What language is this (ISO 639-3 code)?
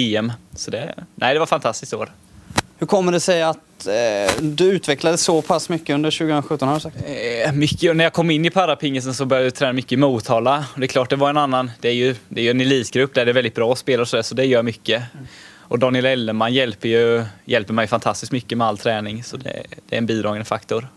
swe